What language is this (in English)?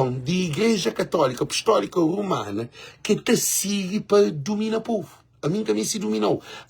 Kabuverdianu